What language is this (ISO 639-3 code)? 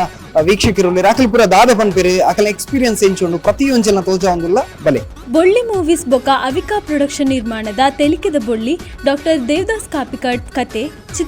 tcy